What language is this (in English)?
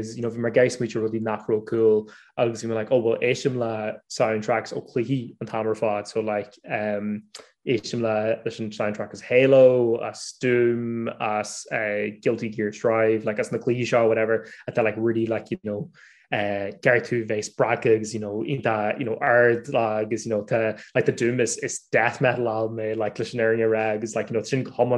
Irish